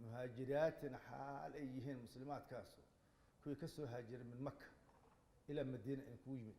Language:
Somali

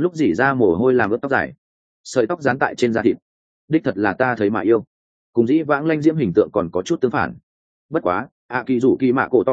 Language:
Vietnamese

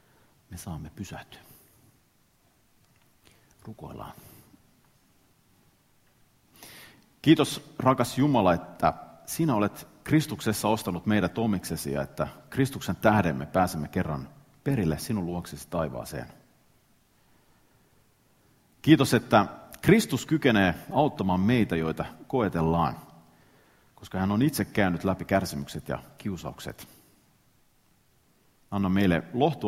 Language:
Finnish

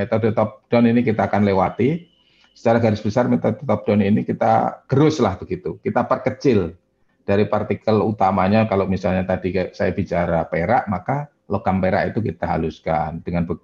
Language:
Indonesian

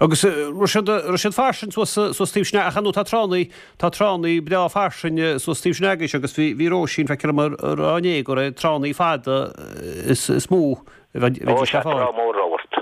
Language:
Irish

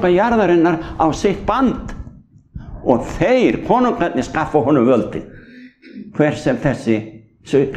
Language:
Icelandic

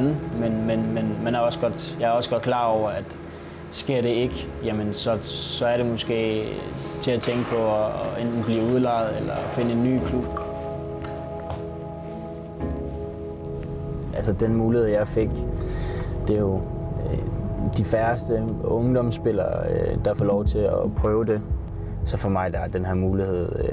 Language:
Danish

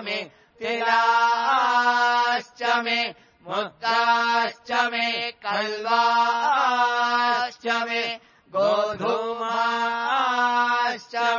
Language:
Sanskrit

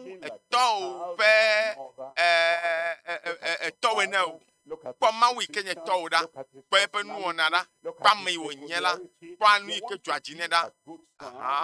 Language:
Ewe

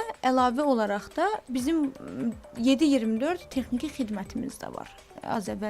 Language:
Azerbaijani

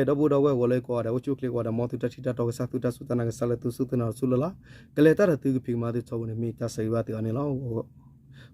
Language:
S'gaw Karen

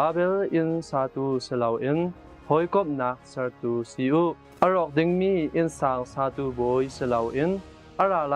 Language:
Hakha Chin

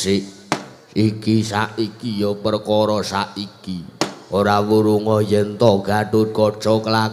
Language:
Javanese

